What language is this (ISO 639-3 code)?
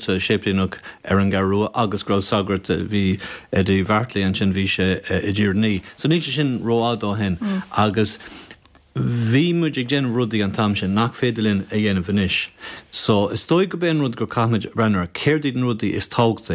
gle